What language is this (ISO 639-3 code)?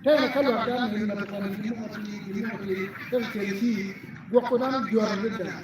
ach